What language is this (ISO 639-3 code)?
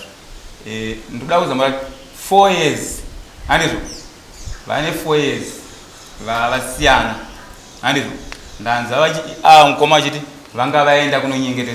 sna